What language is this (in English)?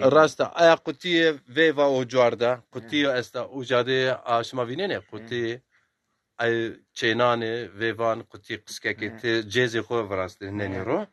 Zaza